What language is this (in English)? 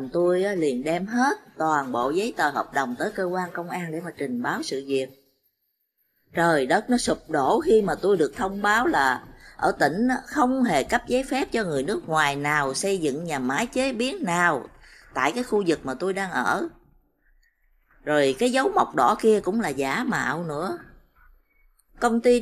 Vietnamese